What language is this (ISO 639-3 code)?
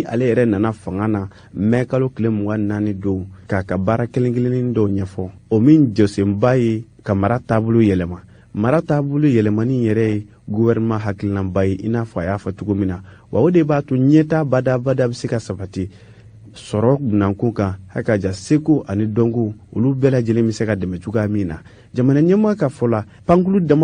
bam